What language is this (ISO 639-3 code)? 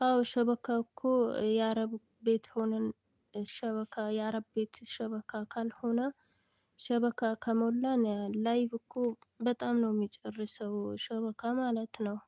amh